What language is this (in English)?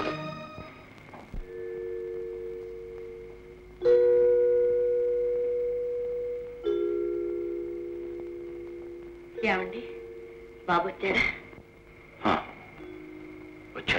Telugu